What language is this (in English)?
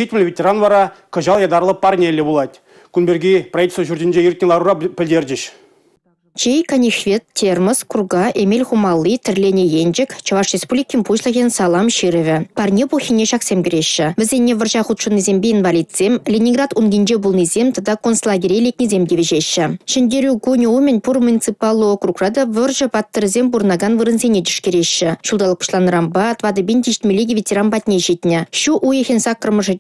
Chuvash